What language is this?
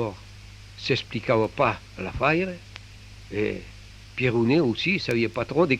Occitan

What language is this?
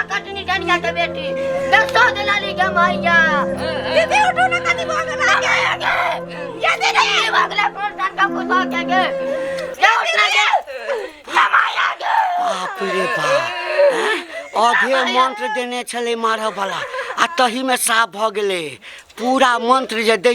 Maithili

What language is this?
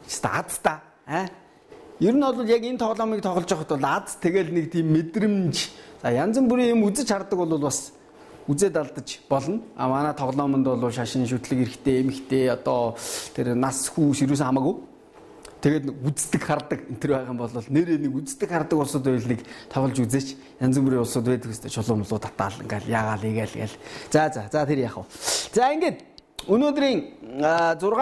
Mongolian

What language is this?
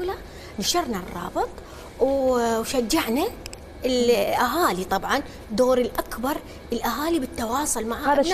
Mesopotamian Arabic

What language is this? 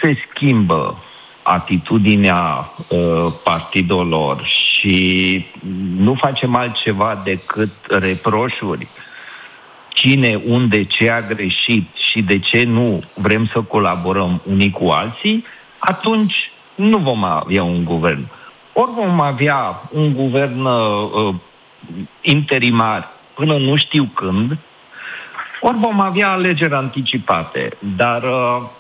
Romanian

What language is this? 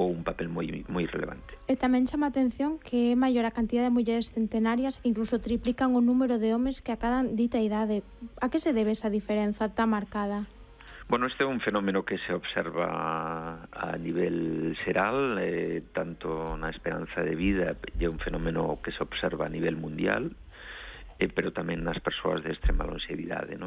Galician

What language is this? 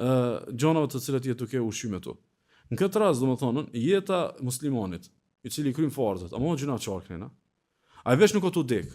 Albanian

